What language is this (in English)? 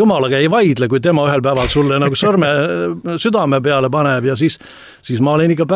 Estonian